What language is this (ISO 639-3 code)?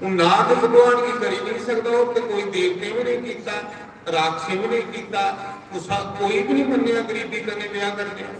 doi